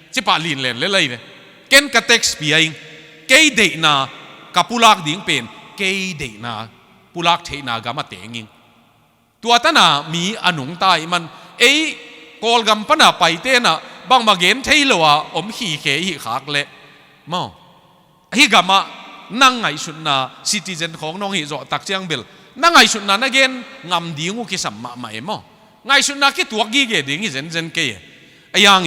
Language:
Tedim Chin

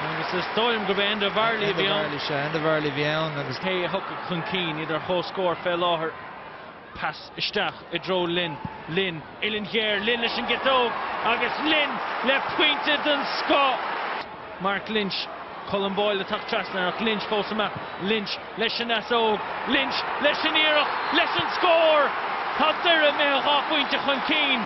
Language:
Irish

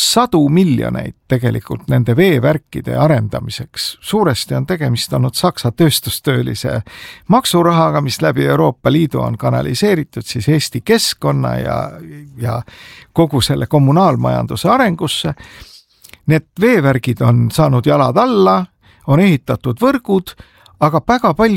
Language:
Estonian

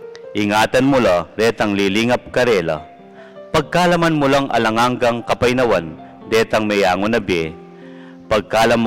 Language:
Pampanga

